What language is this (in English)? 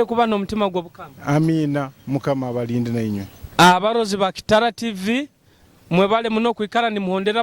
Nyoro